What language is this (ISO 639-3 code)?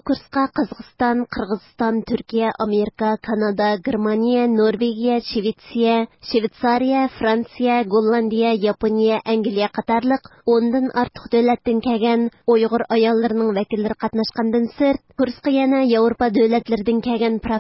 uig